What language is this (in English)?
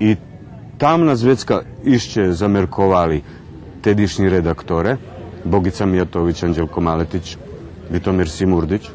Rusyn